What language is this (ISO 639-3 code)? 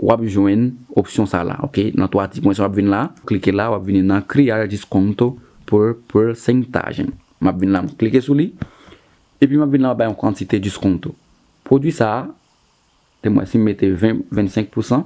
hat